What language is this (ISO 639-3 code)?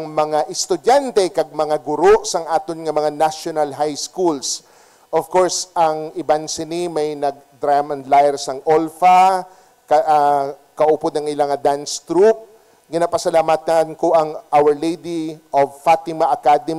hil